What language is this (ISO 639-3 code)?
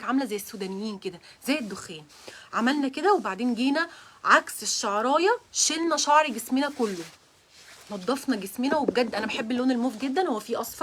arz